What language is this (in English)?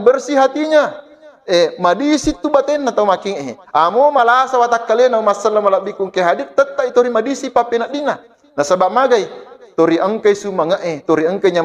Buginese